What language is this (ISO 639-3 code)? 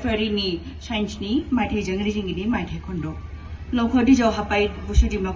dis